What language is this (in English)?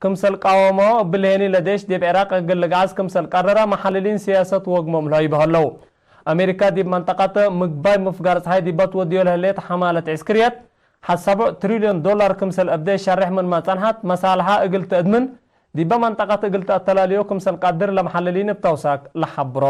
Tigre